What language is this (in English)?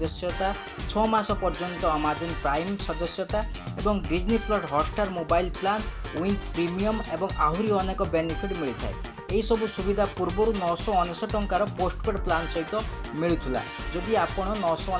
Odia